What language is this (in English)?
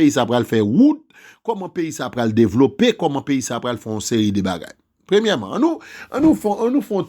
Haitian Creole